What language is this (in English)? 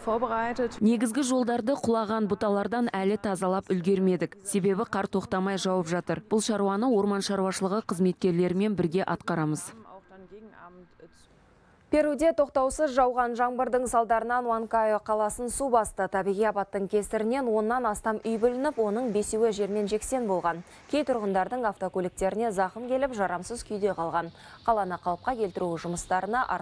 Kazakh